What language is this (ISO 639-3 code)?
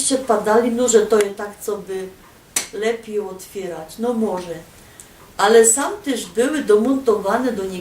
szl